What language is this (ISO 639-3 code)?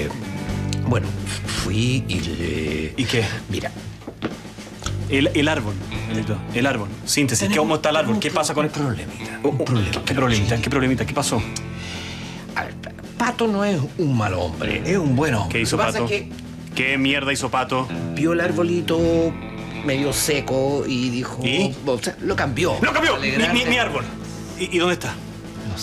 spa